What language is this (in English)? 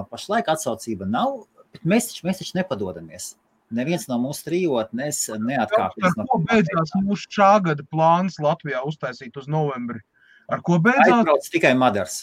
Latvian